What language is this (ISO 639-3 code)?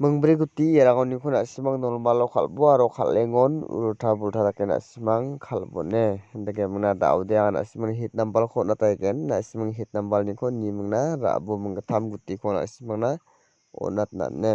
grt